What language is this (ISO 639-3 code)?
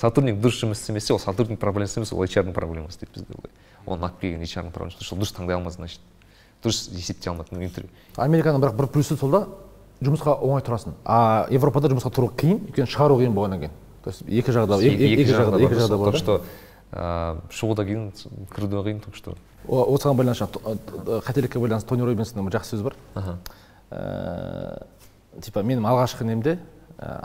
kaz